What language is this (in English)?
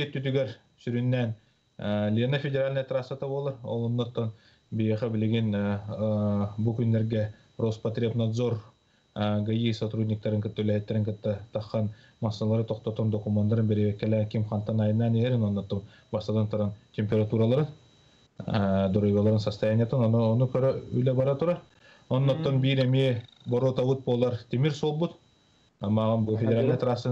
Yakut